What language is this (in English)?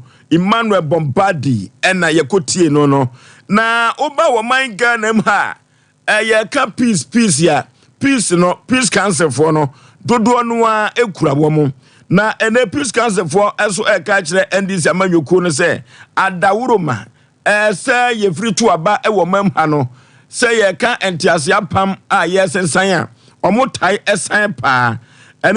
Akan